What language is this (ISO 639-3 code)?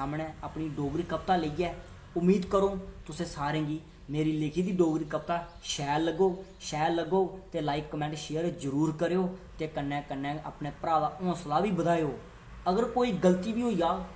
doi